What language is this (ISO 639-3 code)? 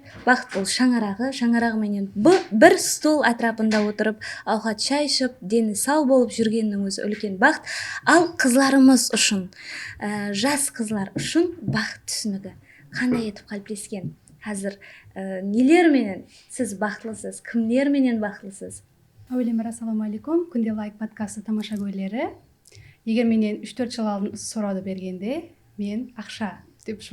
kaa